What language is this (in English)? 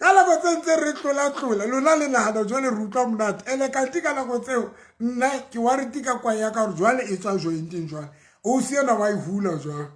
Southern Sotho